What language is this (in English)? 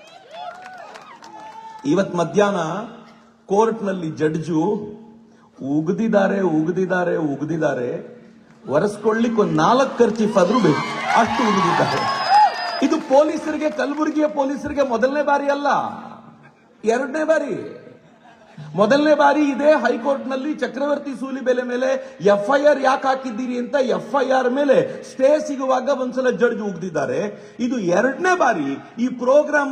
Kannada